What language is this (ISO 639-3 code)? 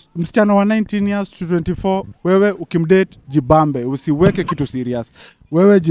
swa